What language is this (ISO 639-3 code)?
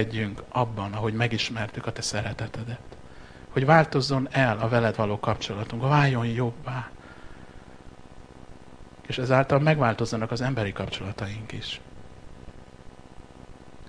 hun